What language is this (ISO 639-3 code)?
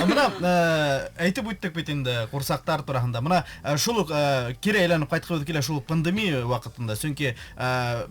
bak